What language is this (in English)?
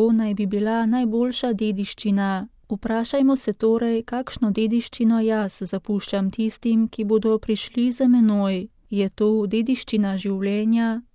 Slovenian